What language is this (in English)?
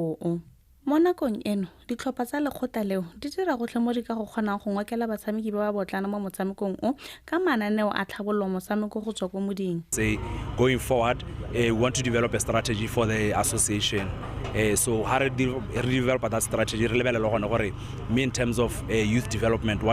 Tswana